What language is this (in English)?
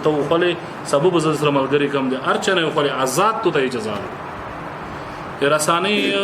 Pashto